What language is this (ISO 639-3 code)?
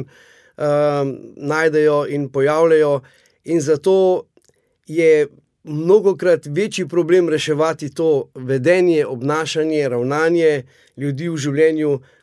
slv